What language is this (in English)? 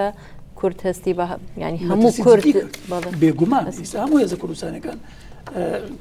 Central Kurdish